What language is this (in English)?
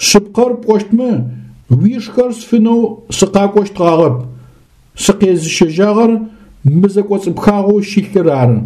Adyghe